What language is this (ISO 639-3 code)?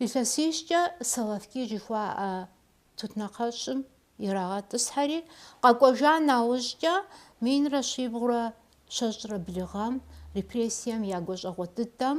kbd